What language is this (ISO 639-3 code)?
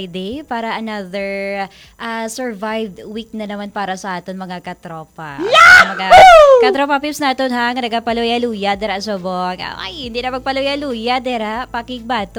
hil